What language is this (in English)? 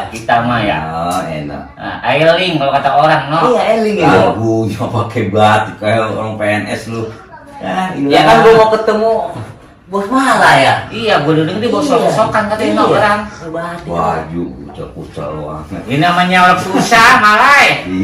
Betawi